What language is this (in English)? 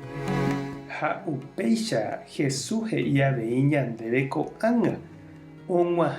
Guarani